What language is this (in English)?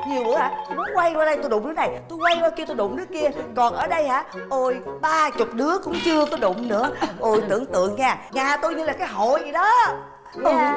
Vietnamese